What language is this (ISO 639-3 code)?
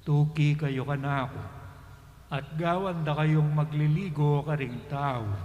pam